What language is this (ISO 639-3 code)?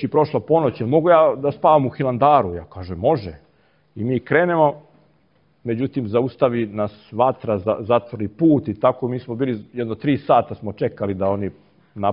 srp